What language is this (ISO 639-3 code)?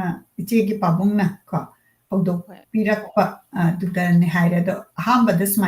mni